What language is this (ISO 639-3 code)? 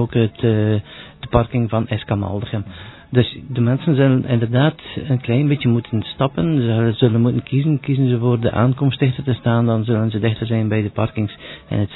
nld